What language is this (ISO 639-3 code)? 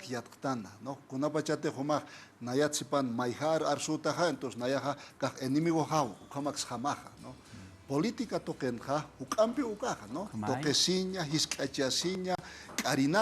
aym